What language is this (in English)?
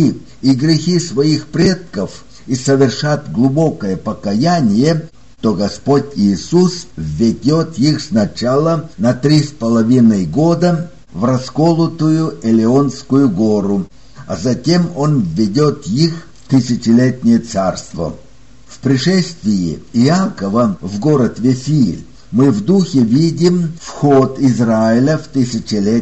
Russian